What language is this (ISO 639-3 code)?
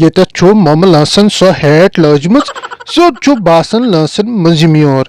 kas